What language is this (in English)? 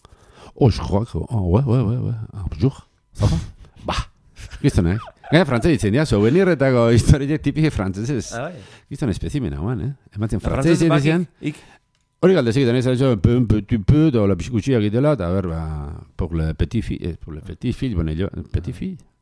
Basque